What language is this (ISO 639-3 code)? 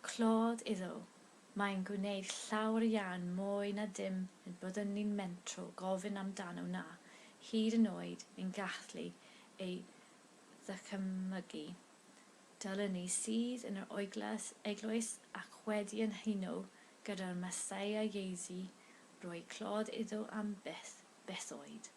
cym